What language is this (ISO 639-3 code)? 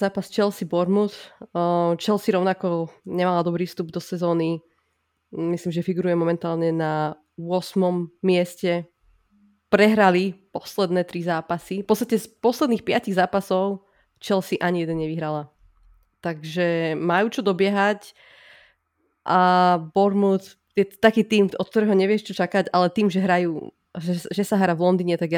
slk